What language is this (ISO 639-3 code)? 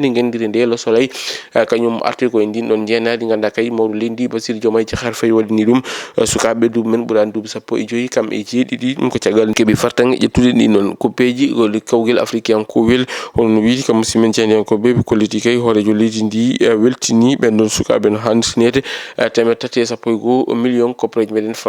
ful